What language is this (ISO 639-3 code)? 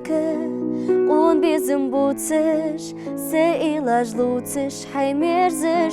inh